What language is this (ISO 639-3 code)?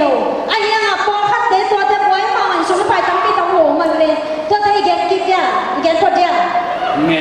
ctd